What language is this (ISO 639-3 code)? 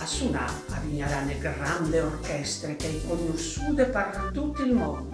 fur